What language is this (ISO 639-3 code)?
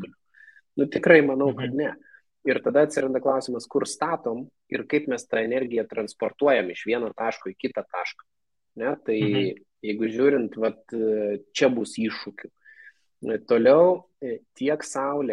lit